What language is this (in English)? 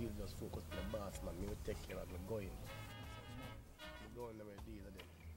Jamaican Creole English